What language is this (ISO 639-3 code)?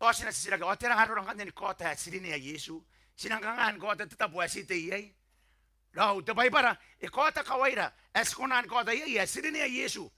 gil